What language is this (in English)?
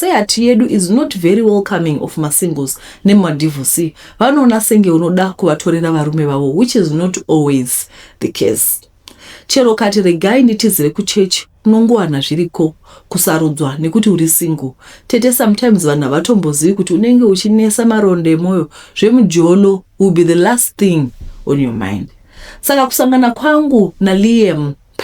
Shona